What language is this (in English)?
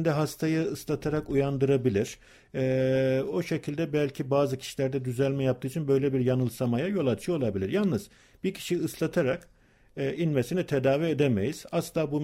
Turkish